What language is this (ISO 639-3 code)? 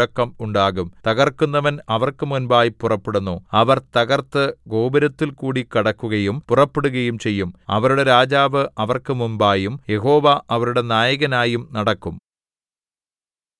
mal